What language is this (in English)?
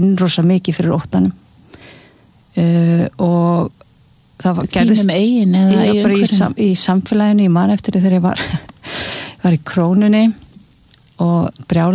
Icelandic